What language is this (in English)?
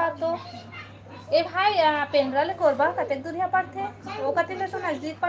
Chhattisgarhi